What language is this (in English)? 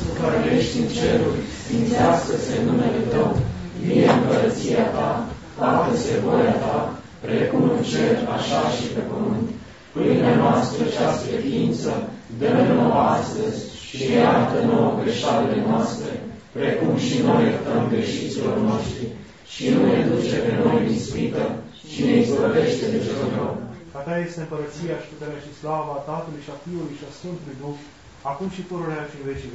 Romanian